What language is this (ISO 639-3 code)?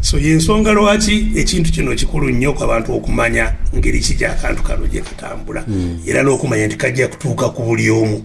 lug